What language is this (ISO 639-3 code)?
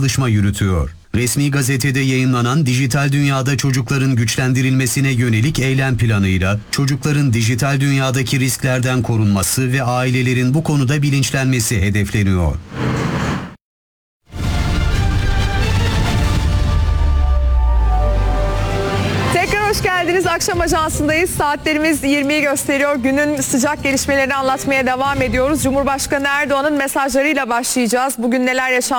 tur